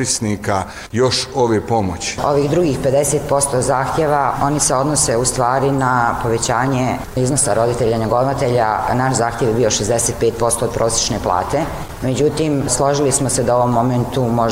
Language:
Bosnian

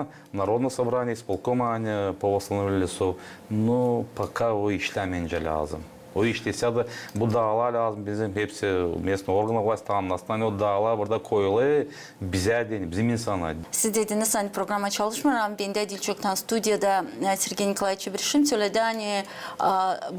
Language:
Gagauz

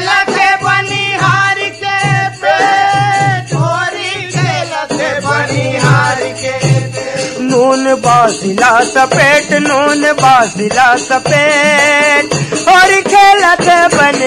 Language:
Chhattisgarhi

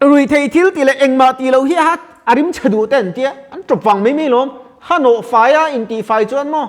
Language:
Mizo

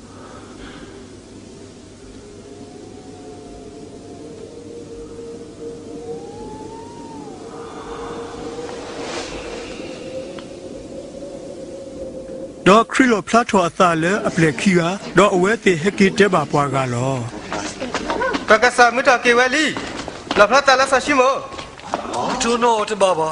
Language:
S'gaw Karen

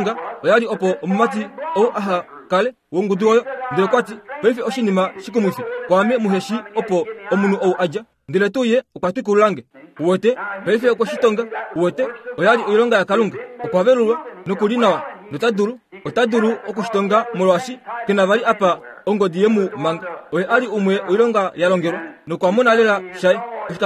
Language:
Kuanyama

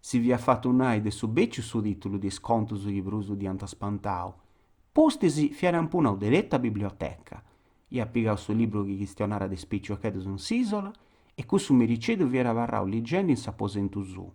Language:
Sardinian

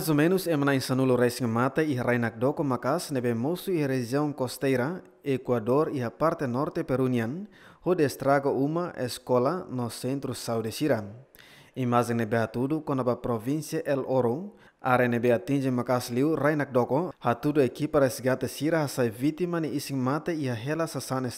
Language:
Tetum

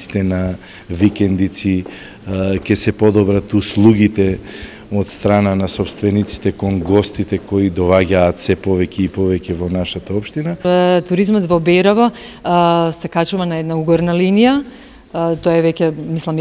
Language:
Macedonian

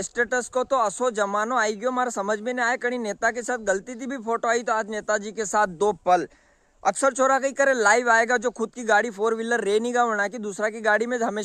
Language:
Rajasthani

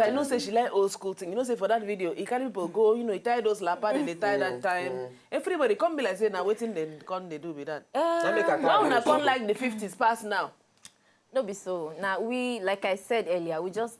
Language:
Nigerian Pidgin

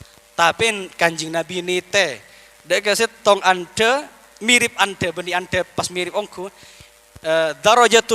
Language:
Madurese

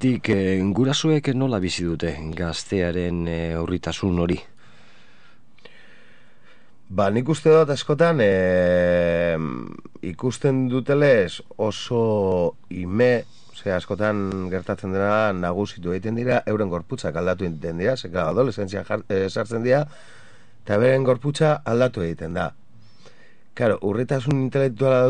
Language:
Basque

